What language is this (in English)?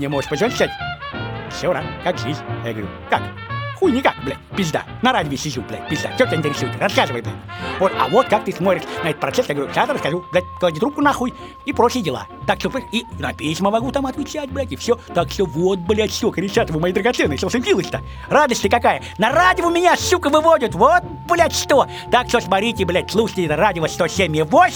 Russian